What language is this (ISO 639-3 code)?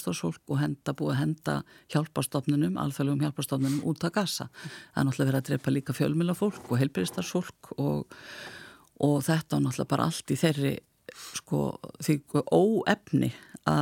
isl